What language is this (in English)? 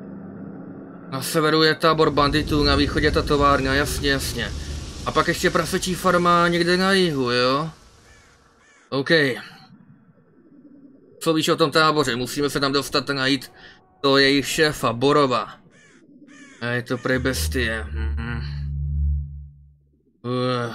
Czech